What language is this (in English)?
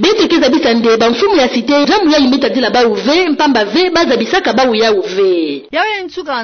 Kituba (Democratic Republic of Congo)